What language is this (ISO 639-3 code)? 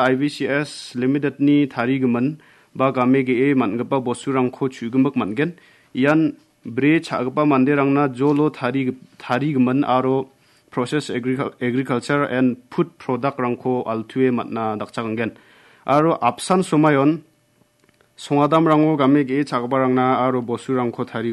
grt